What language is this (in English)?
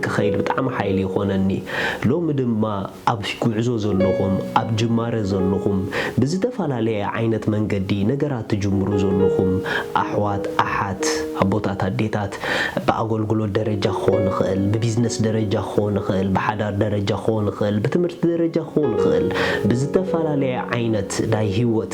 Tigrinya